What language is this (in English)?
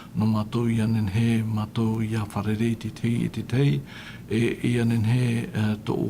Tahitian